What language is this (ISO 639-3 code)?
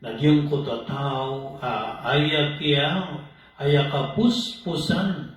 mrw